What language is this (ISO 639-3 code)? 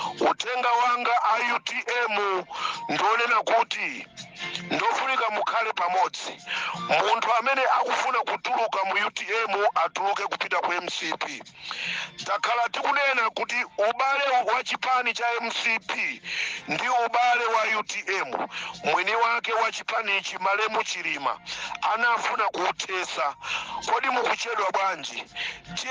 nya